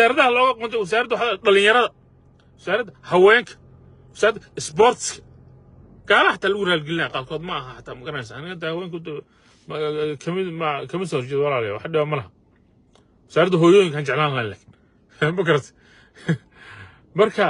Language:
Somali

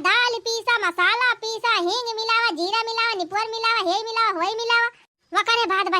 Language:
Awadhi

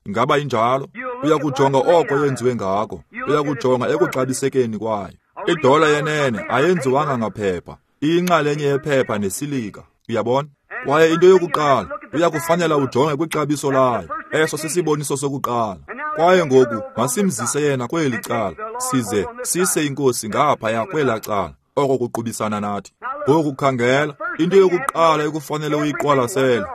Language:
Xhosa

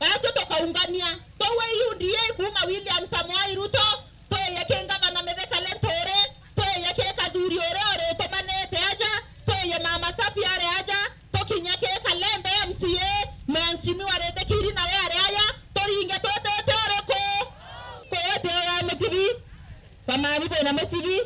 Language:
Meru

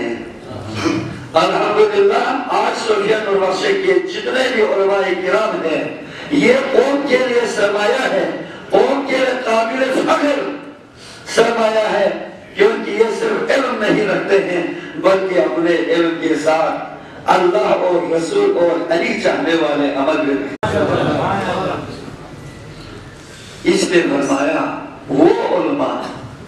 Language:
Urdu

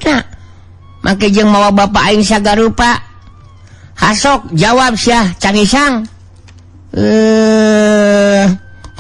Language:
Sundanese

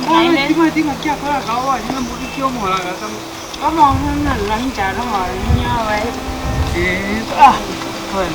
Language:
Gusii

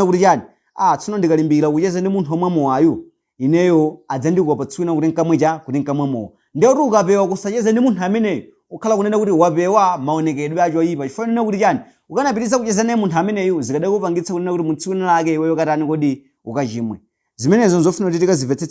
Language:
Nyanja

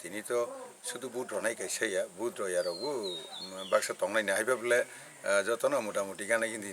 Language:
Kok Borok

